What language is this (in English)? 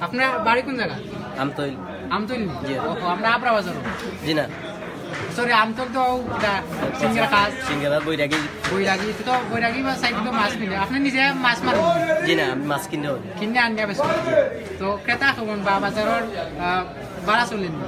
Sylheti